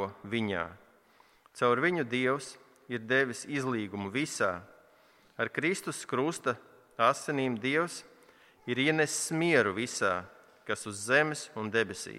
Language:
Latvian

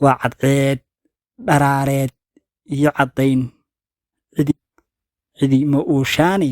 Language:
Somali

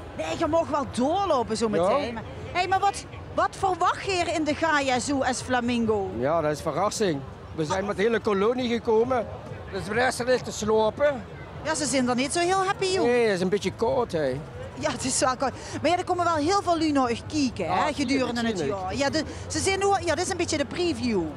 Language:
Limburgish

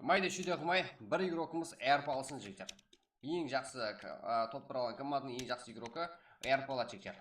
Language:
Kara-Kalpak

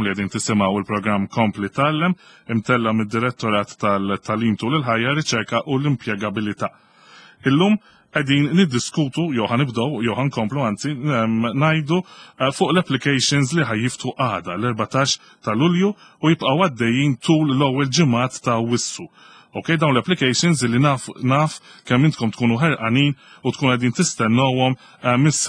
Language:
Maltese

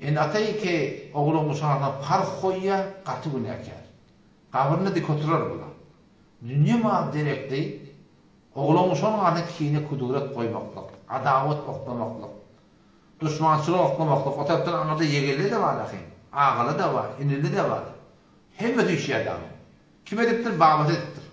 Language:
Turkmen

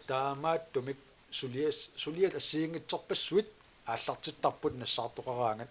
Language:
Kalaallisut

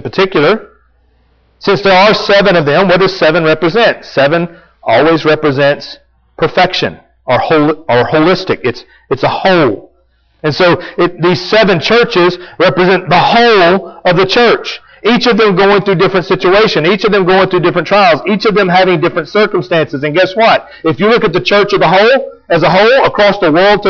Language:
English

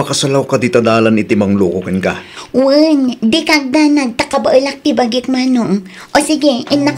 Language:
Iloko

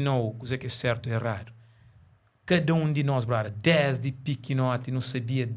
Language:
Kabuverdianu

